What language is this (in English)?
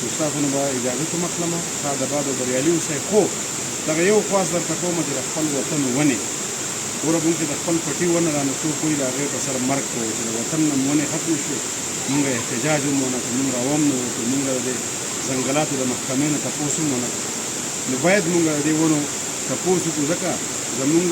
Pashto